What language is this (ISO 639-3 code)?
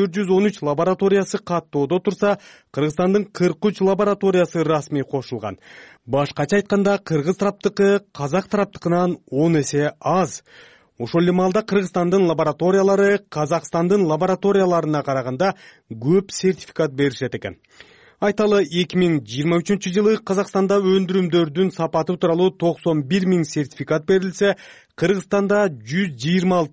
kir